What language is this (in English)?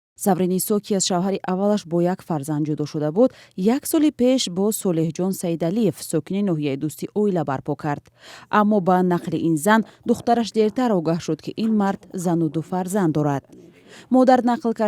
Tajik